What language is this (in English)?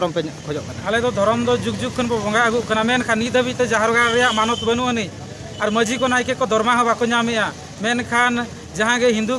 Santali